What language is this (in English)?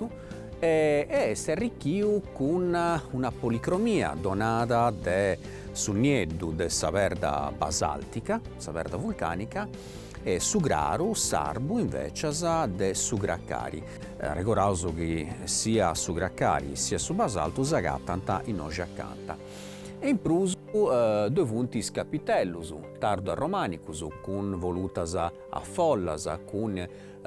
Sardinian